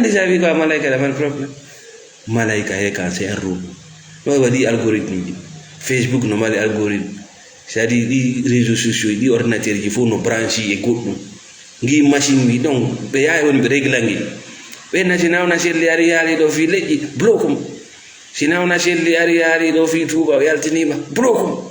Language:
Fula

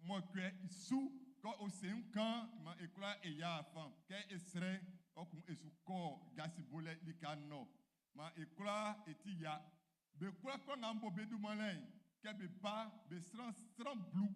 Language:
Baoulé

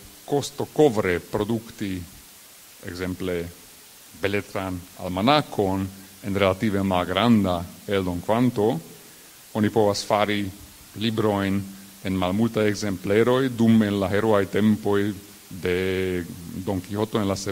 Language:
Esperanto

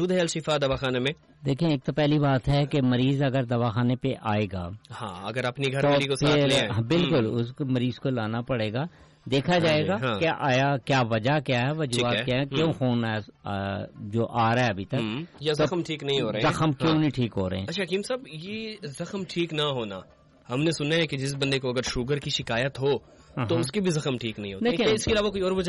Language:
Urdu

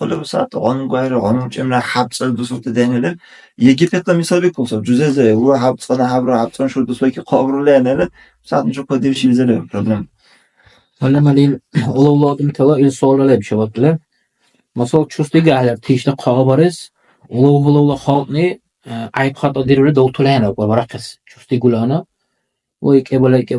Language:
Dargwa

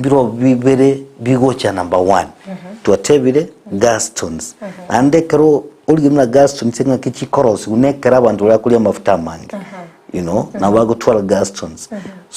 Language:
Gusii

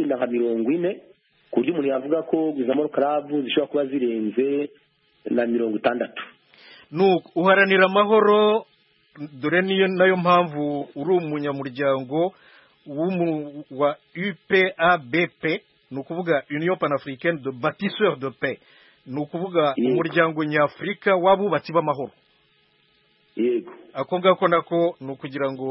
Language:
Kinyarwanda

